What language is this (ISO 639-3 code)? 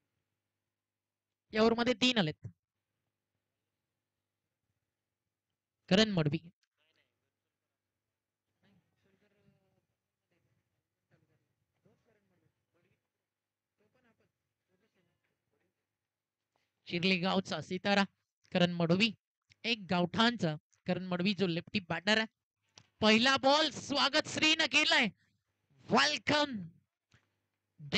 mar